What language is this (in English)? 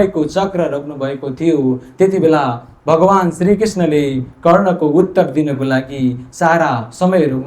Nepali